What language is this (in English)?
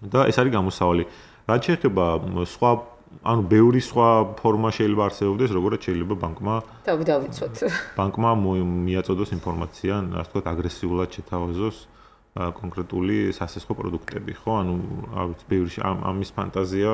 Georgian